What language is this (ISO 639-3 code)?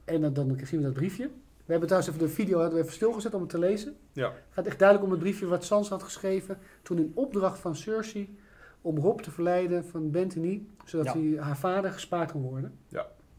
nld